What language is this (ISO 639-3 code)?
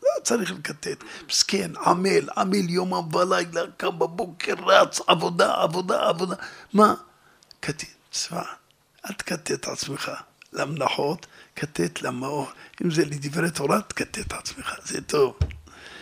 heb